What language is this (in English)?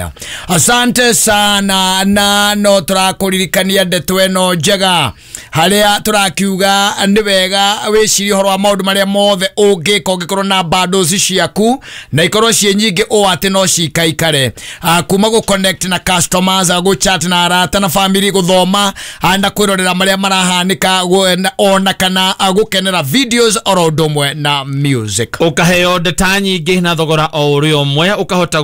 Kikuyu